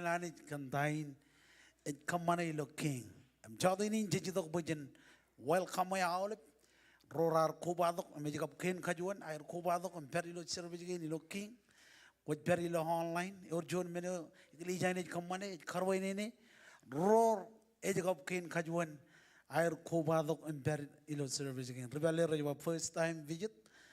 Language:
Marshallese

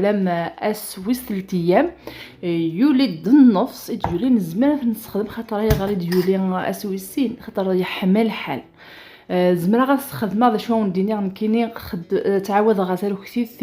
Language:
Kabyle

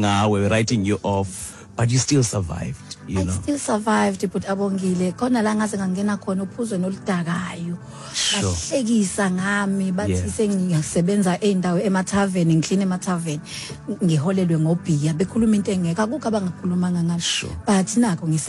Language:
Xhosa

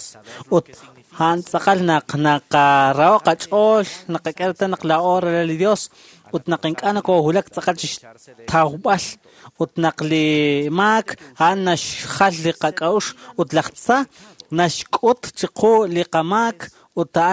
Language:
Kekchí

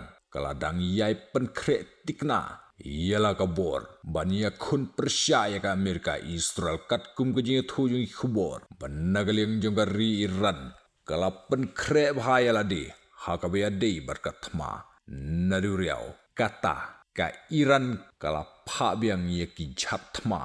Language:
Khasi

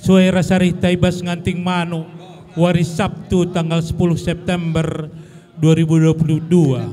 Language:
Batak Karo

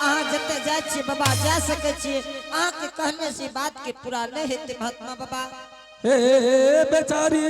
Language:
Angika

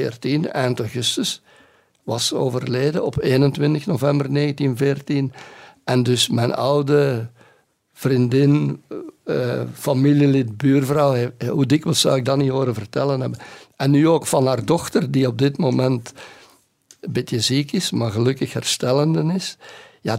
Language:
Dutch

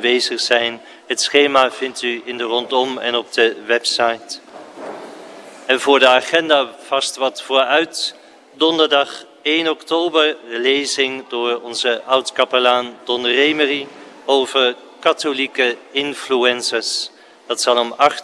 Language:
Dutch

